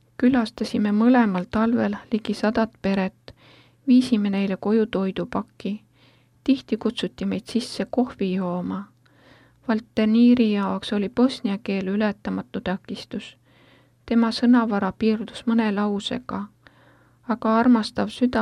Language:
Estonian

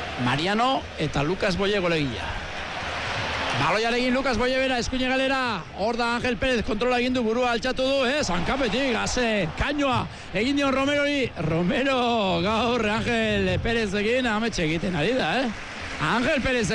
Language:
Basque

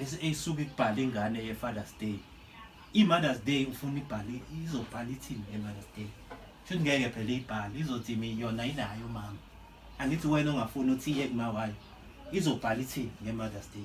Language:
Zulu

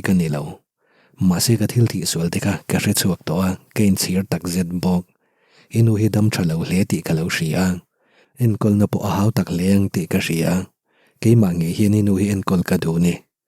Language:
Mizo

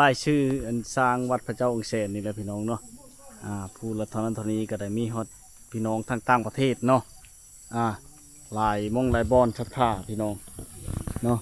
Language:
Lao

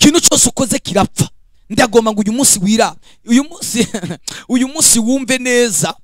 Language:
Rundi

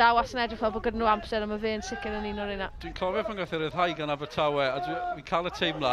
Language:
Welsh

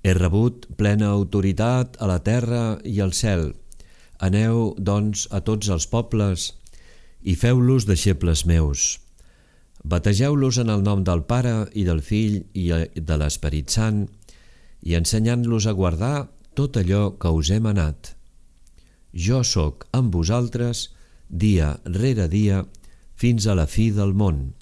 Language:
Catalan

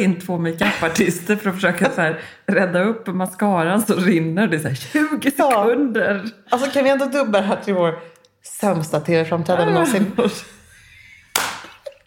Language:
Swedish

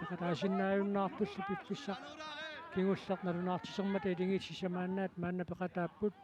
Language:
Kalaallisut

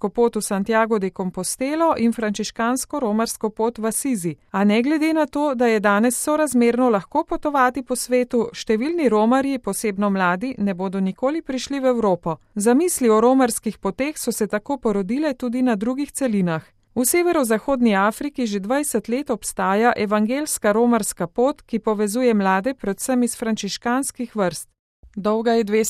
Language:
Slovenian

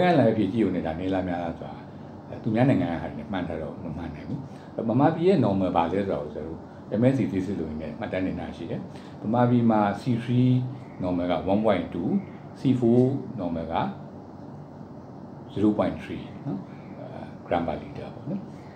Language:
Burmese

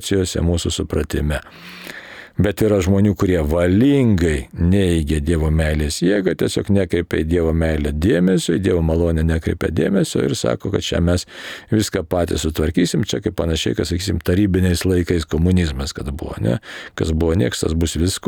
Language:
Lithuanian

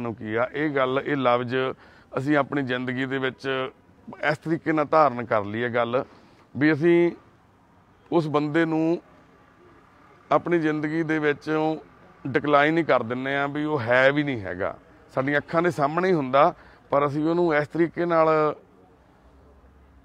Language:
Punjabi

